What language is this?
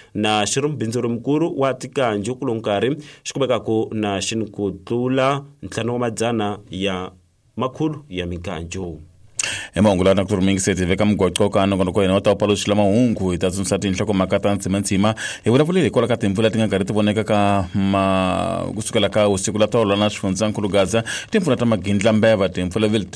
Tsonga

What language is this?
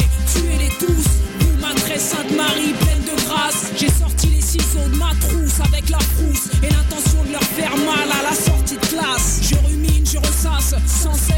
French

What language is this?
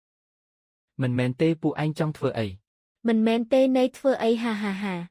Khmer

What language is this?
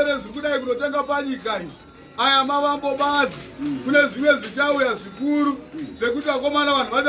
Shona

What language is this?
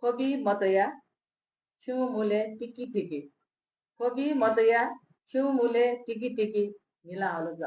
Newari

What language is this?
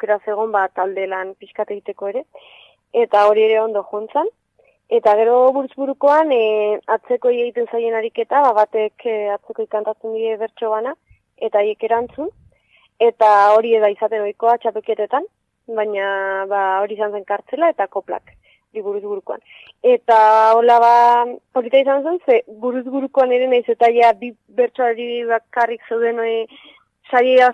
Basque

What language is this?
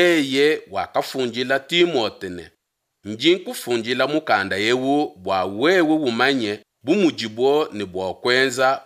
Luba-Lulua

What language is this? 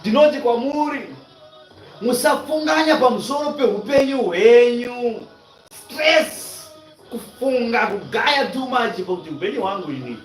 Shona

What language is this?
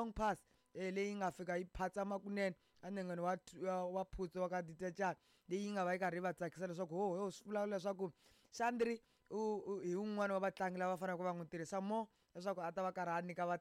Tsonga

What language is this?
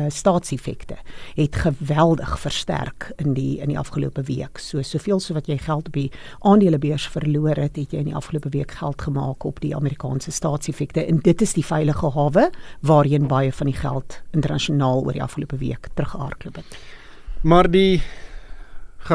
Afrikaans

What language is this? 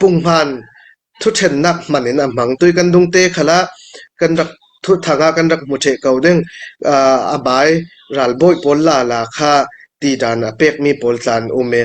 Hakha Chin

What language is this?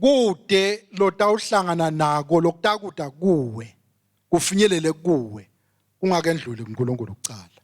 Swati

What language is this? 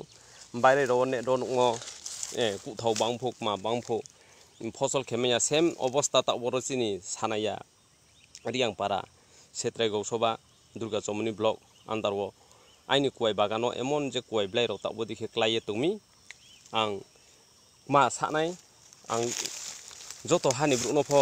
Kok Borok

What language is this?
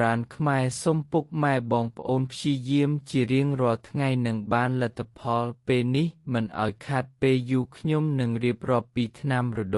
Khmer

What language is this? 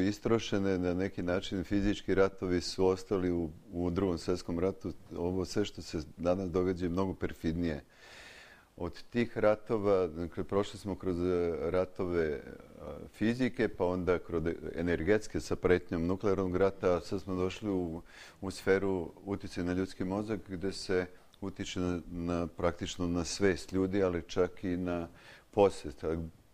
Serbian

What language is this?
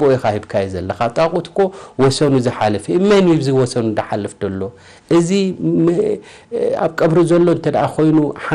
Tigrinya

